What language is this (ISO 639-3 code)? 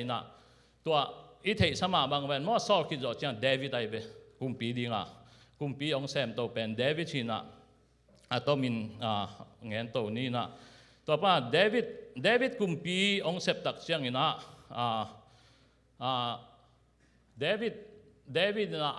ctd